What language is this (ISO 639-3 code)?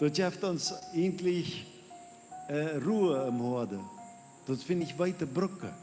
pdt